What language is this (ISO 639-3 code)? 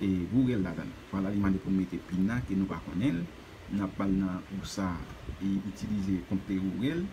hat